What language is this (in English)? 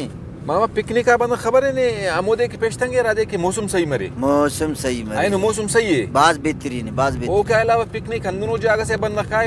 Brahui